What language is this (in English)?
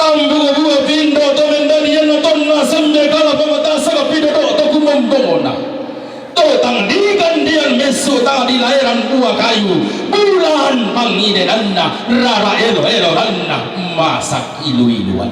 Toraja-Sa'dan